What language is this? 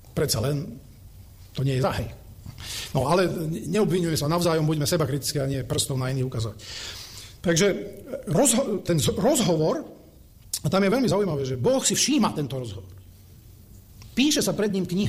Slovak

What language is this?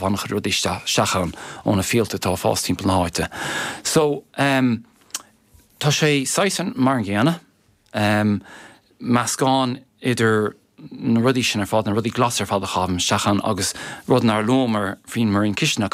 Irish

